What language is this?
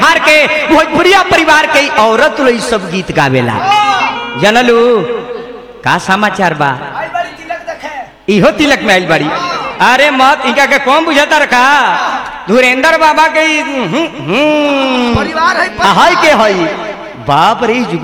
Bhojpuri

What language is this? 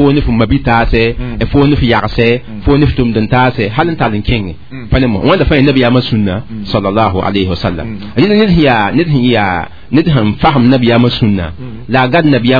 Mossi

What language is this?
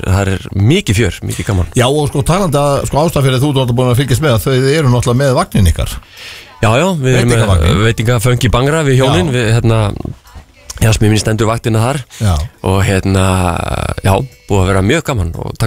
Icelandic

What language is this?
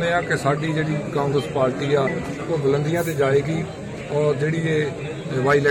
Punjabi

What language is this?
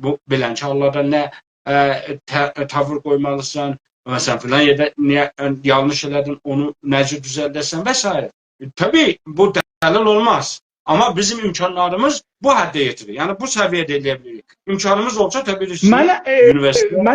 South Azerbaijani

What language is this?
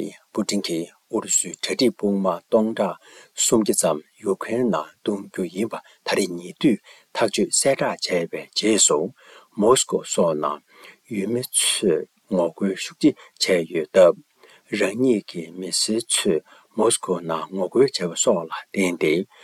Tibetan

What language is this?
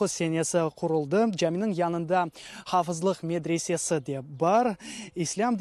Crimean Tatar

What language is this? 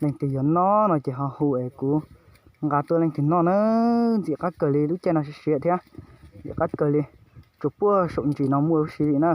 Hmong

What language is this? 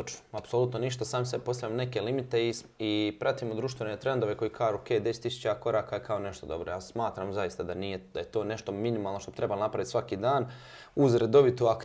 Croatian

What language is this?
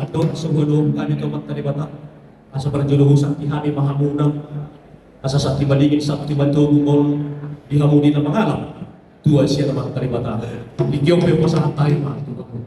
Batak Toba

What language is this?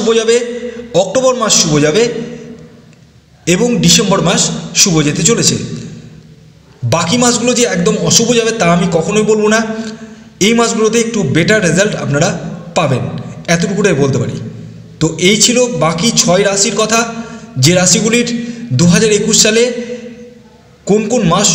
Bangla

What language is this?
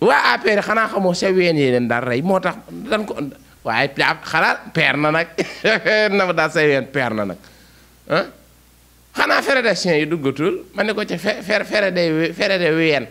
Wolof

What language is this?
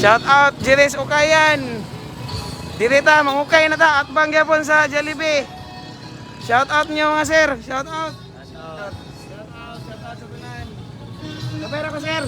Cebuano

